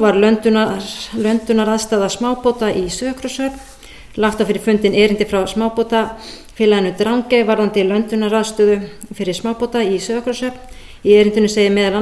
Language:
Icelandic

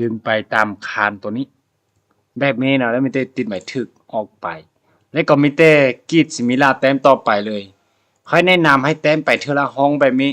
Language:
Lao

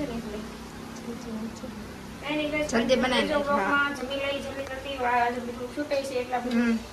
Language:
Gujarati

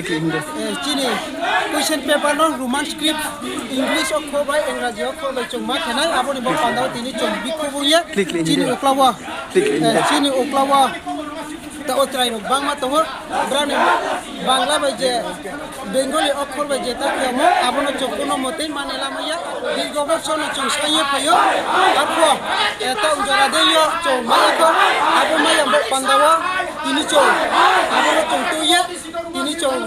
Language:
Kok Borok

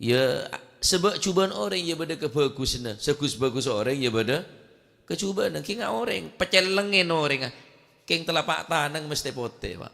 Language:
Madurese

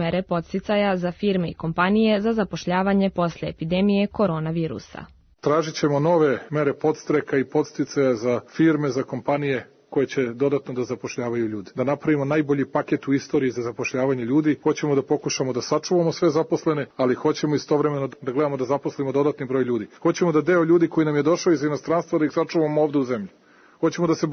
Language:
Serbian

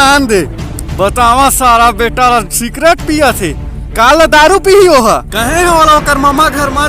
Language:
Chhattisgarhi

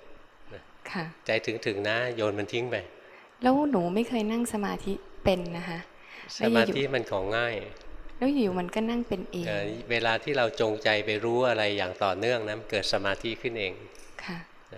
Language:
Thai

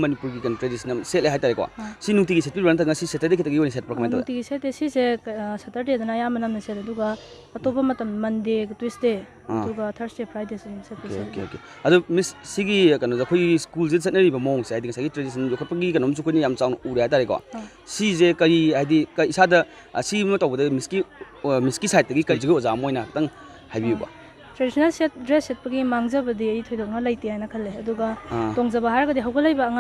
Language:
Manipuri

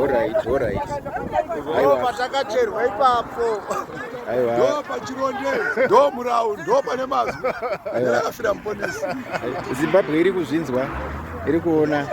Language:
Shona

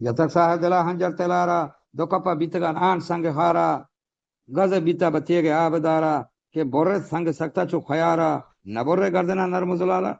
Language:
Eastern Balochi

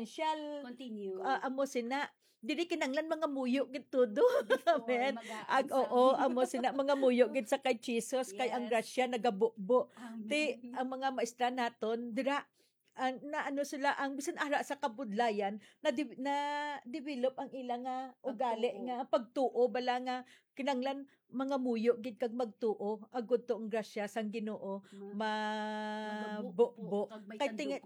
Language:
Hiligaynon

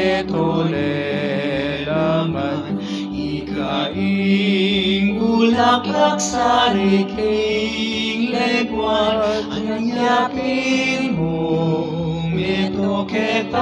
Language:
Pampanga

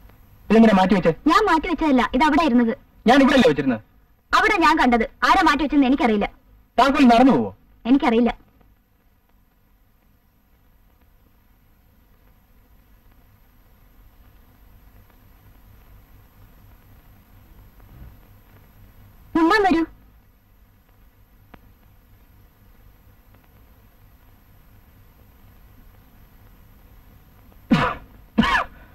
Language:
Malayalam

